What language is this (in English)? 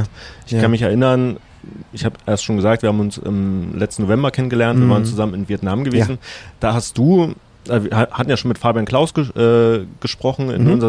German